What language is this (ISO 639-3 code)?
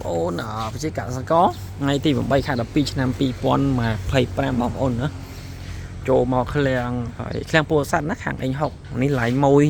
khm